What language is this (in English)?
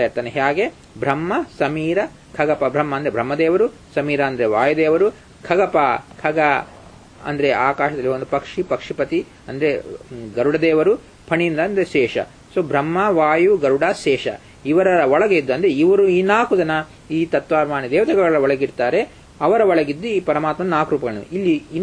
Kannada